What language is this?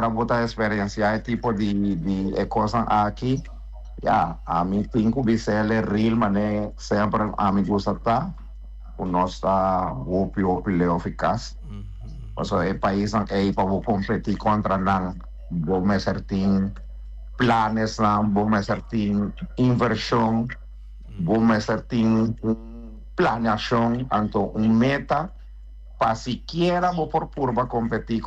Papiamento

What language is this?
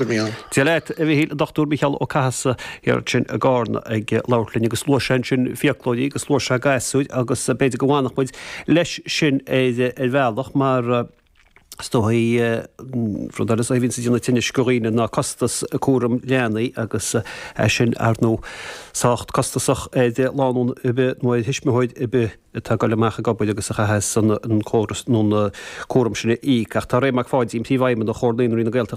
Irish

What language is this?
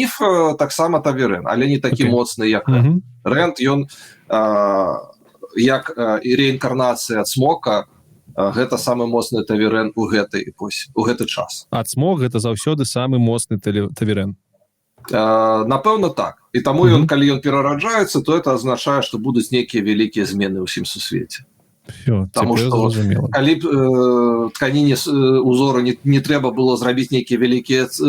Belarusian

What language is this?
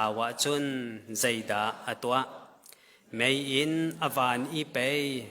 Hakha Chin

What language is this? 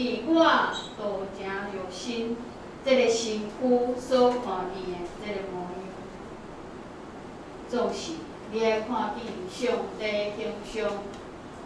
Min Nan Chinese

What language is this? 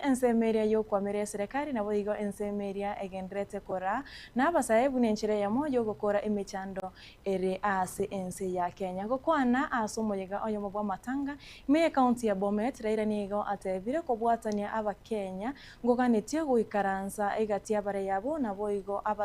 Gusii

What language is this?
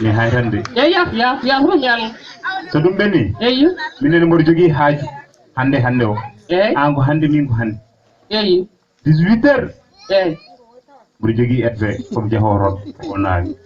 Fula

